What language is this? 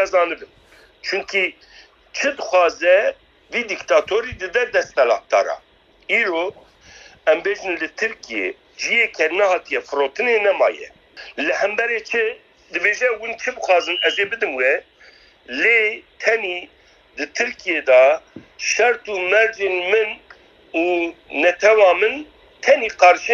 Kurdish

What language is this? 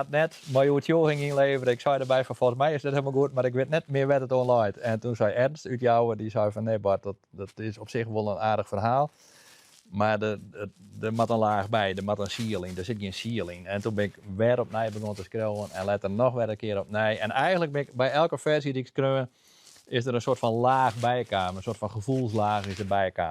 Western Frisian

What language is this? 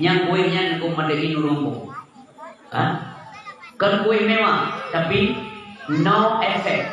Achinese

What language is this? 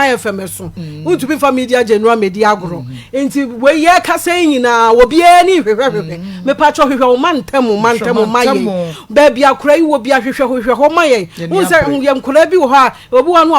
Akan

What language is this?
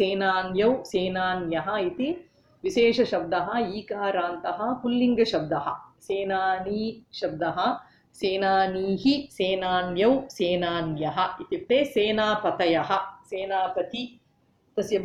Sanskrit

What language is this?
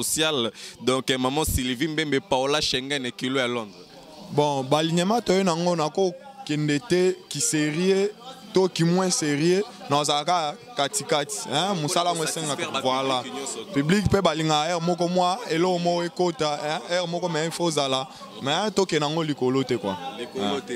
Lingala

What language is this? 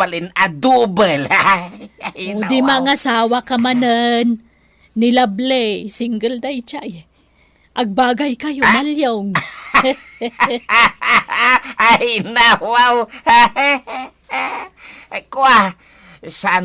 Iloko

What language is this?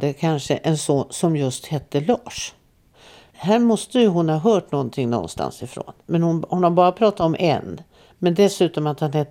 Swedish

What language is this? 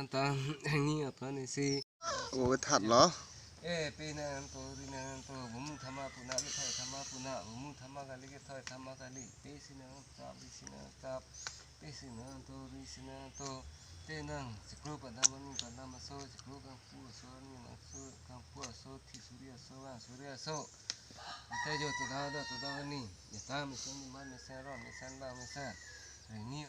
Karbi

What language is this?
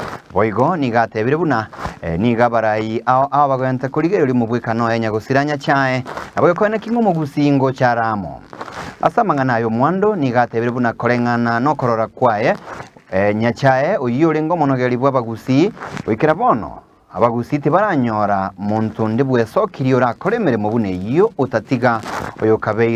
Gusii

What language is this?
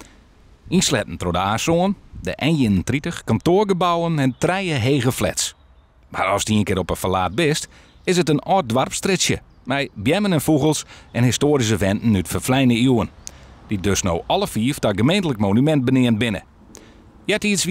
Western Frisian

